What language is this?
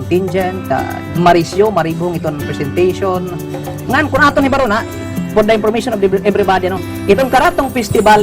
Waray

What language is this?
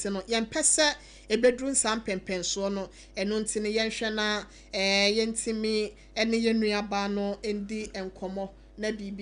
Akan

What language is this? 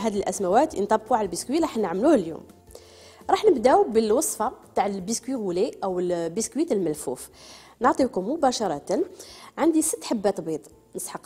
Algerian Arabic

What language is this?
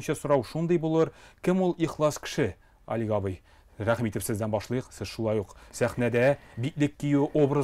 Tatar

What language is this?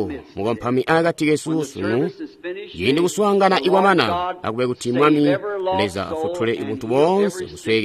Tonga (Zambia)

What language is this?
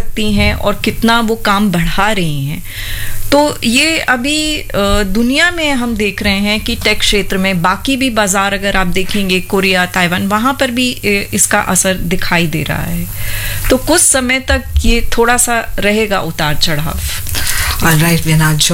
Hindi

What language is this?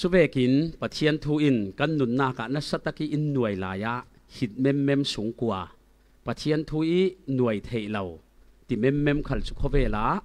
Falam Chin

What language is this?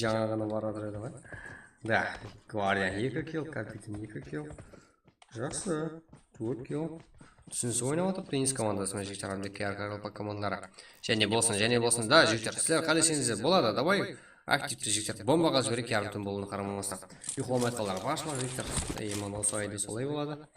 Kara-Kalpak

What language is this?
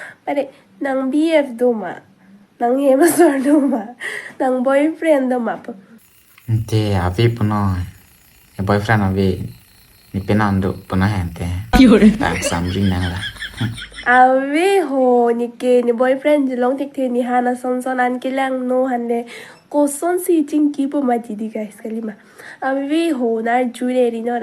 Karbi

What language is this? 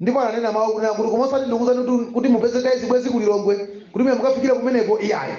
Nyanja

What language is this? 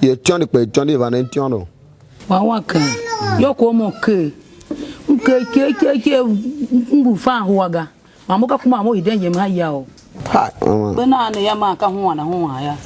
Tiv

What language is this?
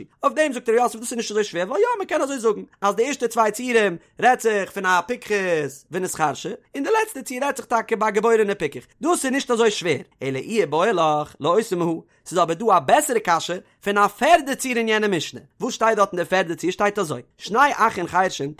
Yiddish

